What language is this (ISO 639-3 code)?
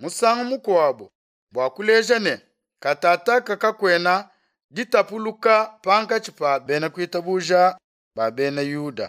lua